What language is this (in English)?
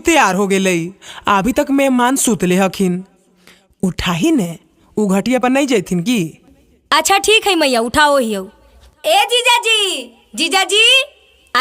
Magahi